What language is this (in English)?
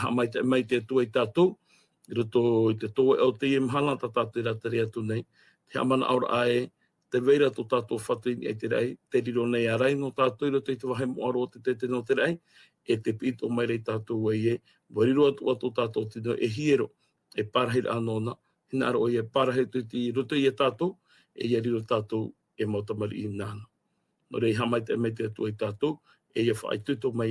Tahitian